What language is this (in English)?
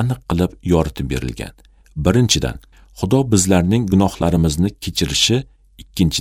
Uzbek